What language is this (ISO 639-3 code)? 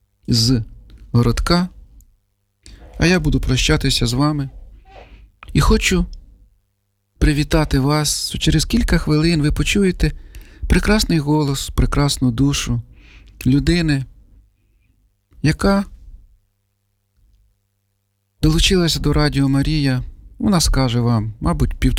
ukr